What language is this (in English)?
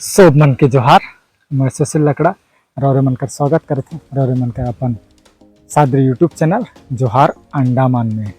Sadri